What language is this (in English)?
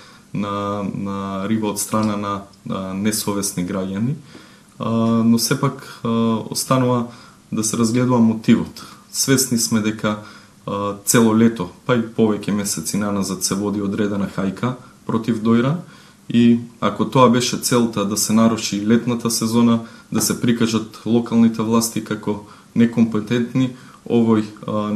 Macedonian